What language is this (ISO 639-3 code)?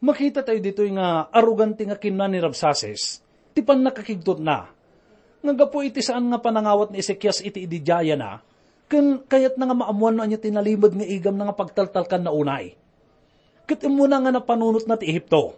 ilo